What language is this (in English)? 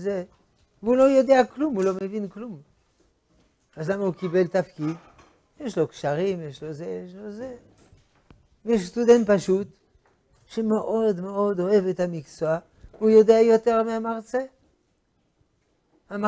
Hebrew